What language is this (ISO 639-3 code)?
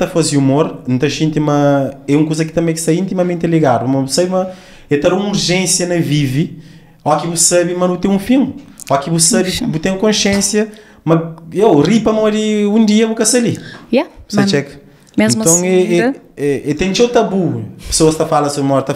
kea